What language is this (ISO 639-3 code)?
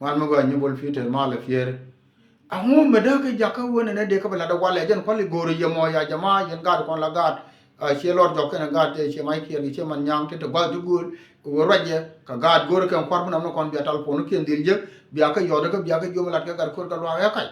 nus